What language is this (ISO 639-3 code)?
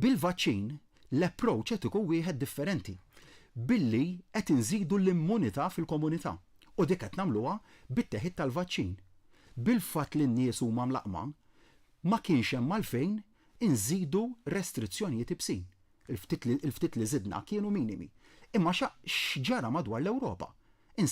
mlt